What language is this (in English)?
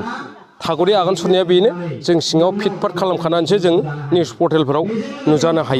Bodo